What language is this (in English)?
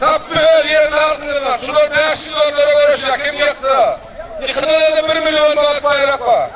Turkmen